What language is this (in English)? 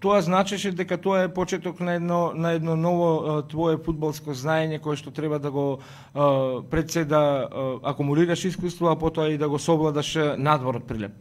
Macedonian